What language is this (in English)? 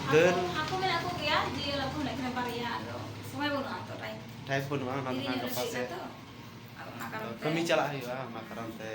Santali